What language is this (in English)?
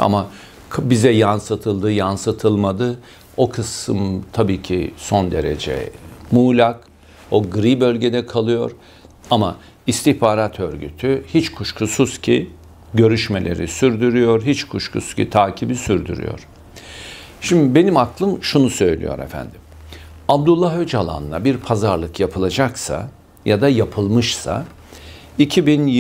Turkish